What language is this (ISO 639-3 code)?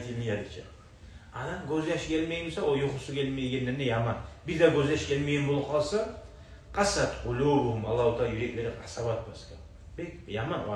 kum